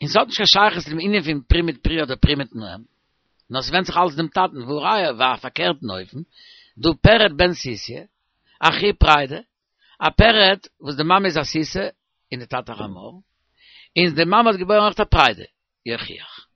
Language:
Yiddish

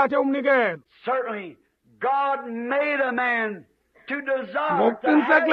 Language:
Xhosa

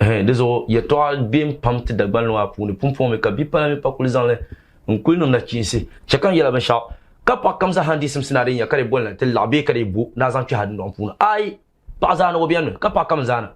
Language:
Dagbani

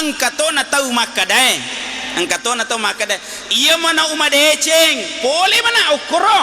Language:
Buginese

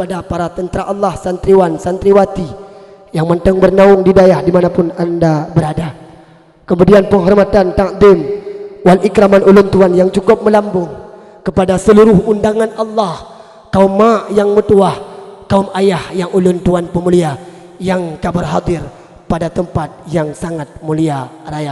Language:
Achinese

